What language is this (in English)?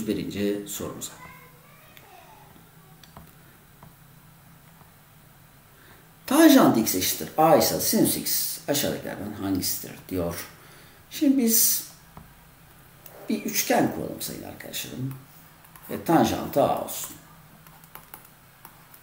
Turkish